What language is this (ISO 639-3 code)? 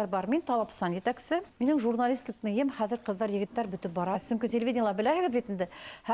bak